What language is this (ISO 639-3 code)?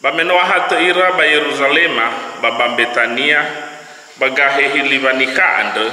nia